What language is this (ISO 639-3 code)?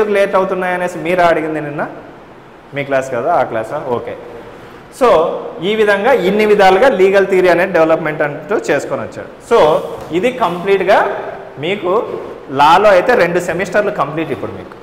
tel